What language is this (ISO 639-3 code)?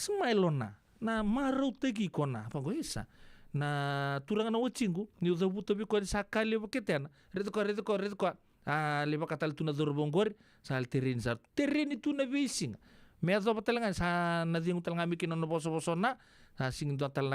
fij